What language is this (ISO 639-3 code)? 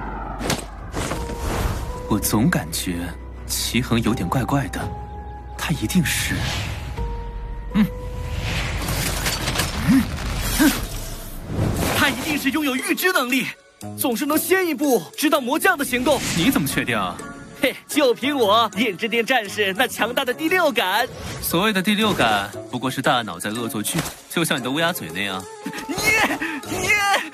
zho